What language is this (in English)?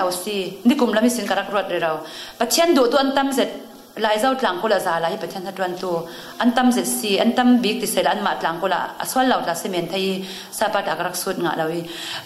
Falam Chin